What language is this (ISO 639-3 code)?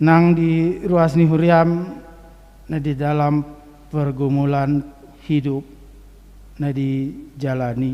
bbc